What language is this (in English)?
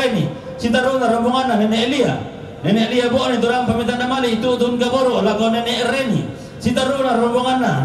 Toraja-Sa'dan